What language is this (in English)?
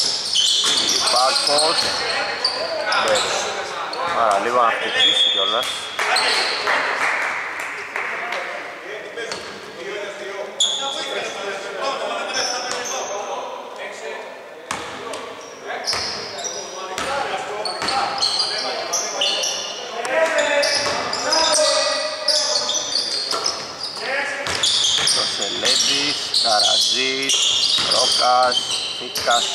Greek